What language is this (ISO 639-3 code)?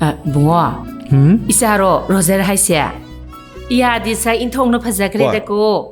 mni